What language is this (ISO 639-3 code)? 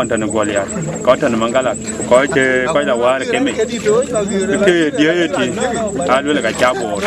din